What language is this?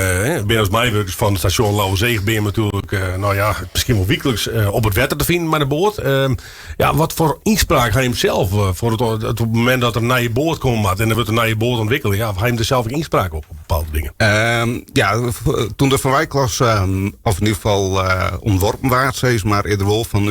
Western Frisian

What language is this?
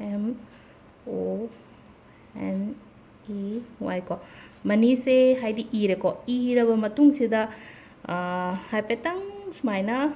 Manipuri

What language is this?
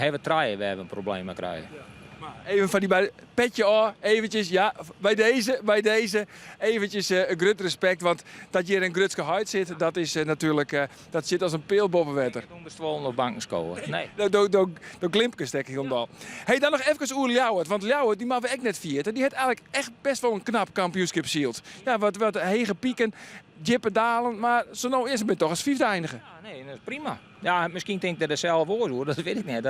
Western Frisian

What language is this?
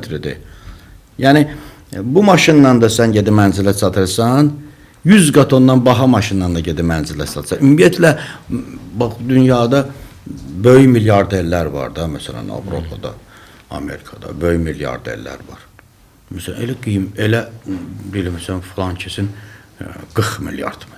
Azerbaijani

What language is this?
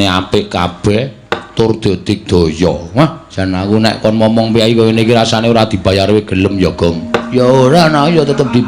Javanese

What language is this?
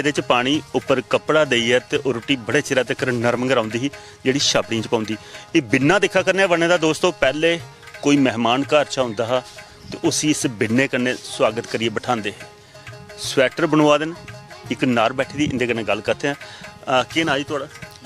Dogri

